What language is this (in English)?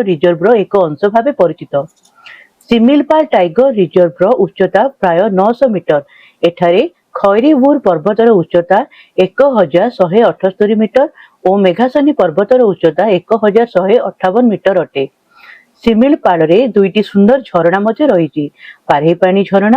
Odia